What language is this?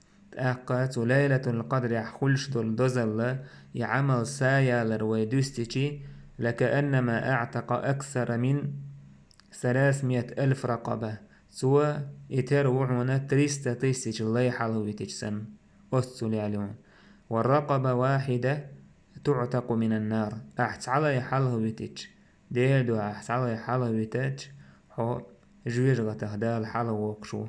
Chechen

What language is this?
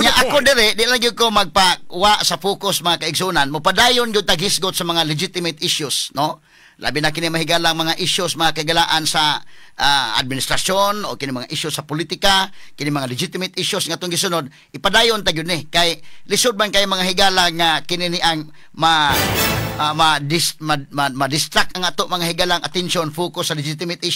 Cebuano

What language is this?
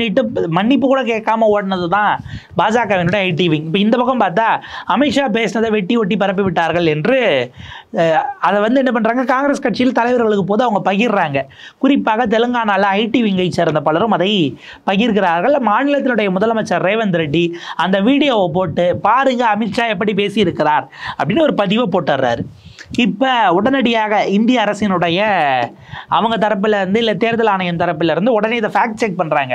Tamil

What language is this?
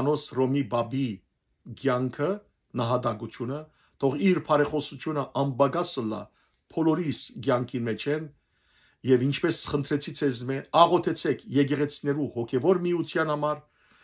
Western Armenian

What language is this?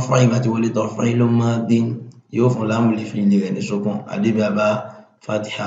Yoruba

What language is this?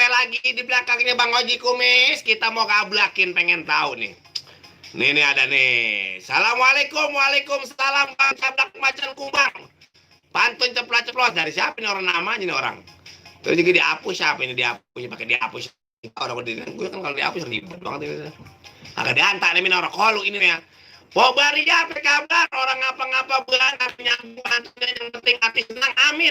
Betawi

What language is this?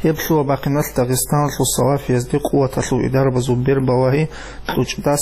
Avaric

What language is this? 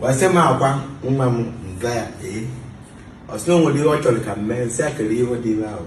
Igbo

